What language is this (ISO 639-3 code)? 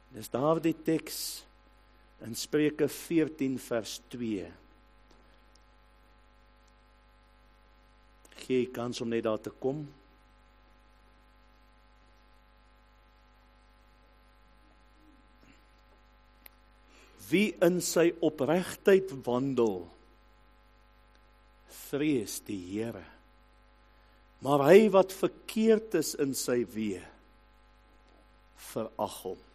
afr